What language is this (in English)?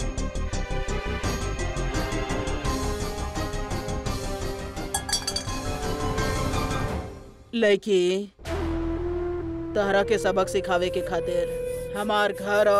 Bhojpuri